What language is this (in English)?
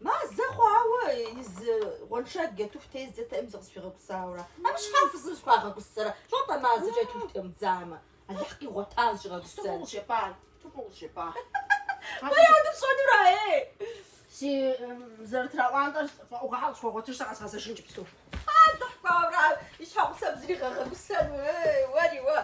Kabardian